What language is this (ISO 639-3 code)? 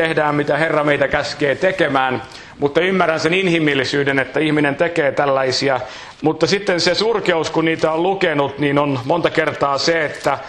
fin